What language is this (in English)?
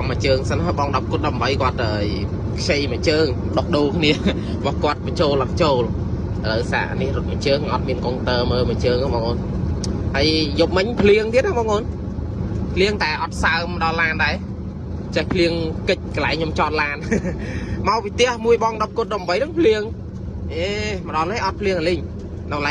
Khmer